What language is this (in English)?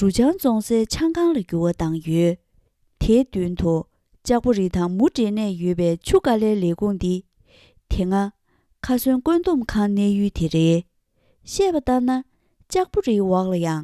Tibetan